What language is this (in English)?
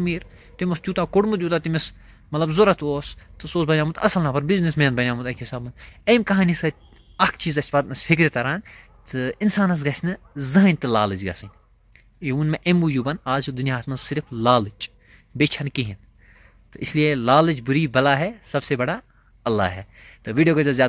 Kashmiri